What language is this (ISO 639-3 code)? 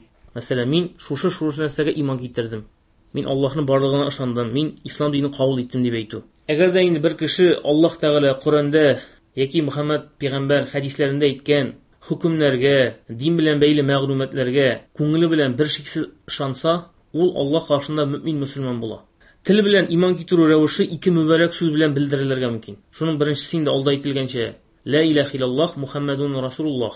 tat